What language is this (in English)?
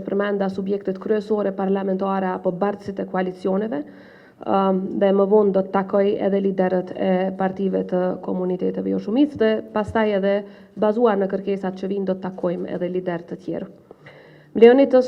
Albanian